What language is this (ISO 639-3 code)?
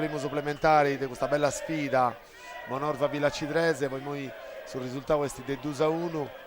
srd